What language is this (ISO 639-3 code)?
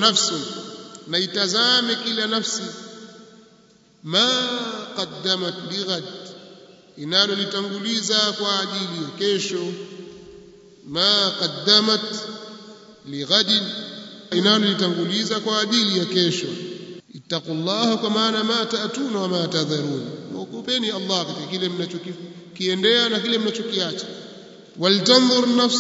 swa